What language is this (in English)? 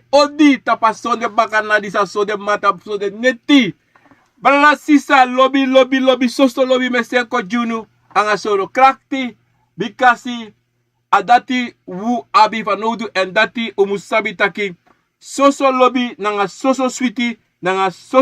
Sranan Tongo